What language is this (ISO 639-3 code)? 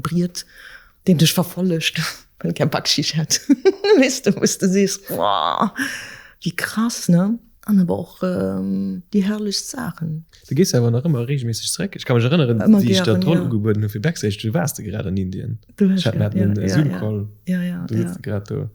ltz